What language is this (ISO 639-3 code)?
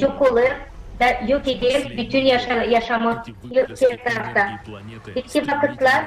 gag